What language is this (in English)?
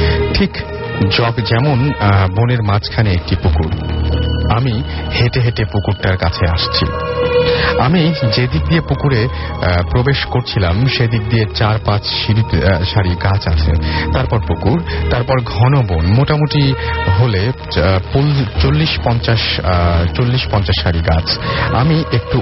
Bangla